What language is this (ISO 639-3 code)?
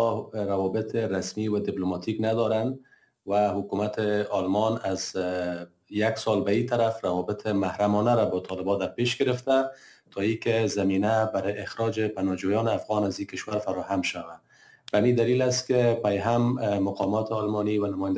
fas